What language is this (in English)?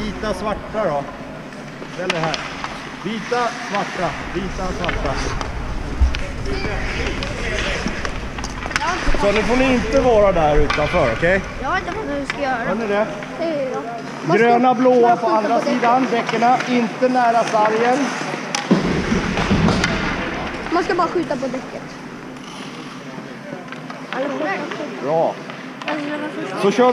Swedish